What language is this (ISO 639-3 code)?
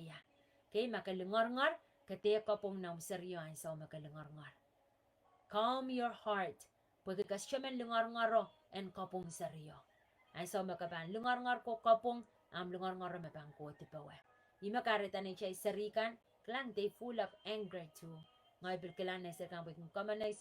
pon